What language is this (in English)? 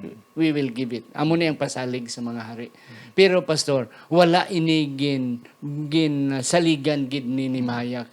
Hiligaynon